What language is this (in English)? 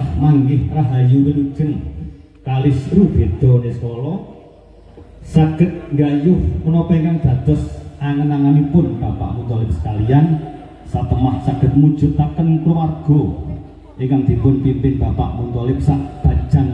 Javanese